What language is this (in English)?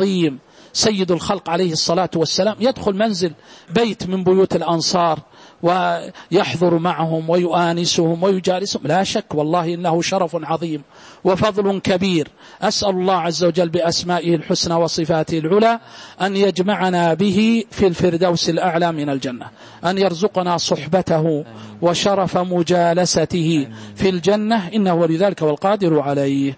Arabic